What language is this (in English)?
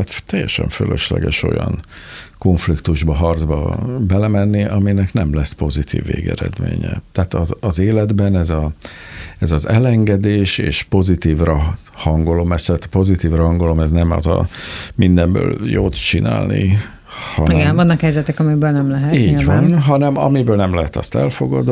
Hungarian